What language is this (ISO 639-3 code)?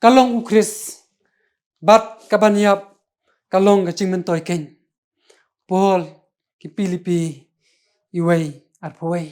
kha